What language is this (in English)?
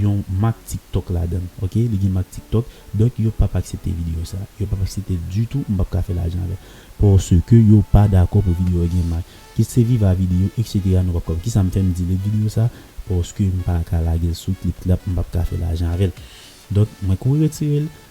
Haitian Creole